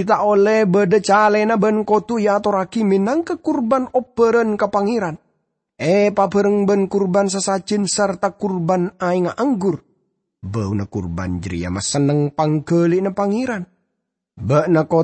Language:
Madurese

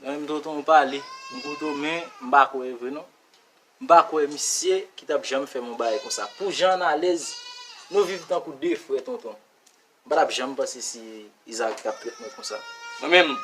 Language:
Haitian Creole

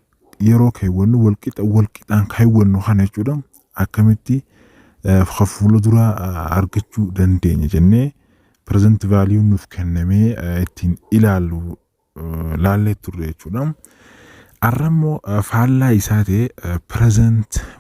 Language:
Oromo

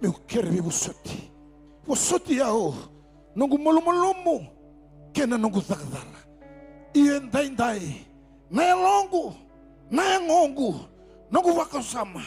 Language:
Fijian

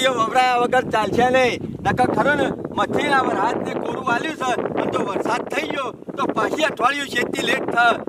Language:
Gujarati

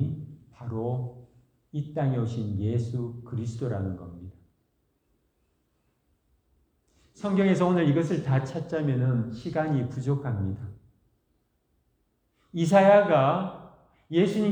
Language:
Korean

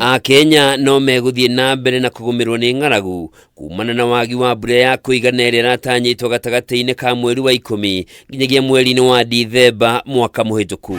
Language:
Kikuyu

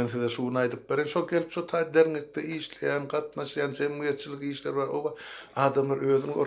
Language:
Turkmen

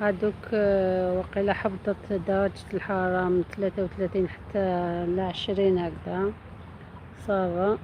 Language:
Algerian Arabic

